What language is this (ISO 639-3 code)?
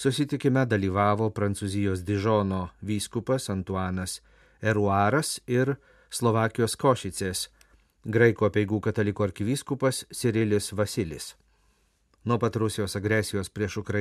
lit